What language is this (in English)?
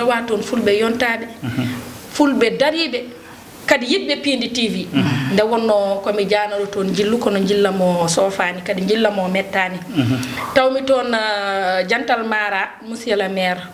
Fula